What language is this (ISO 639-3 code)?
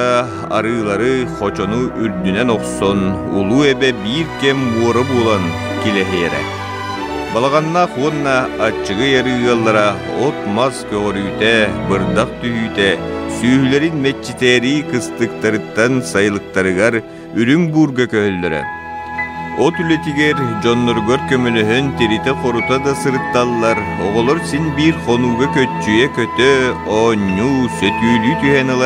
sah